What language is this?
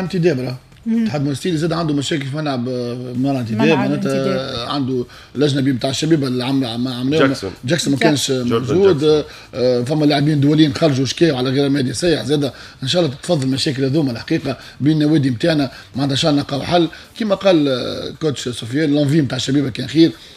Tunisian Arabic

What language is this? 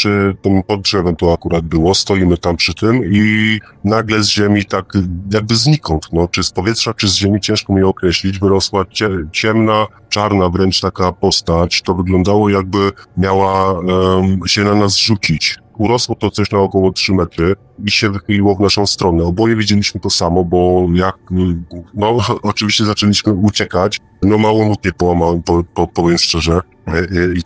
Polish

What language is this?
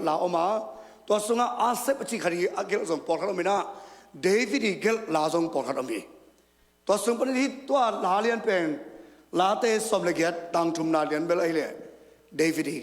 Tedim Chin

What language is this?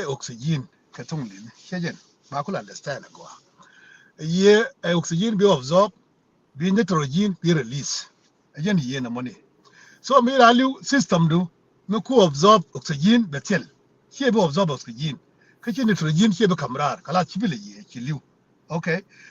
Nuer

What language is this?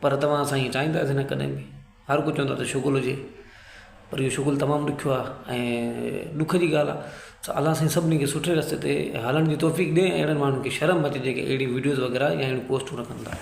Sindhi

